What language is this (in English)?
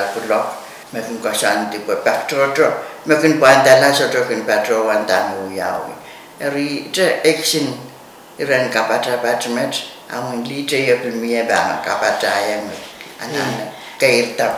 Pohnpeian